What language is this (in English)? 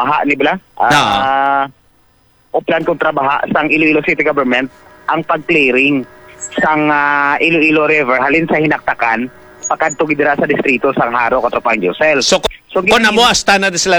Hiligaynon